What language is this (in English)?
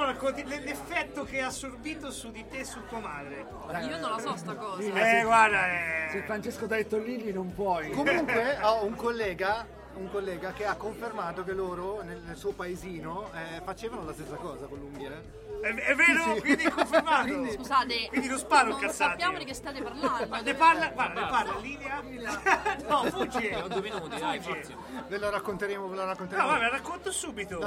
Italian